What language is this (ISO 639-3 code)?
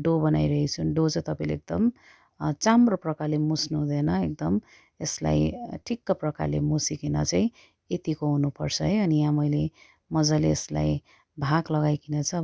nep